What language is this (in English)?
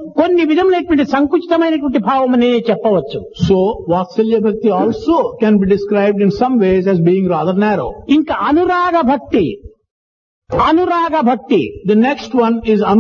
Telugu